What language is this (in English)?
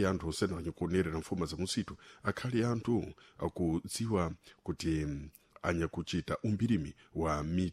Sena